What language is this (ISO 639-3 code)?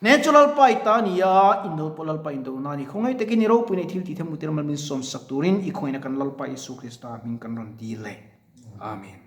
lus